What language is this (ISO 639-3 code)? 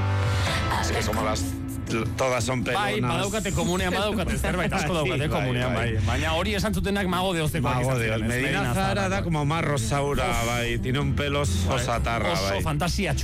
eus